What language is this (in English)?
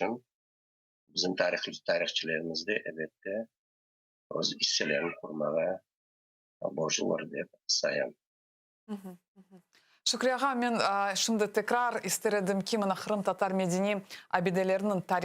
Crimean Tatar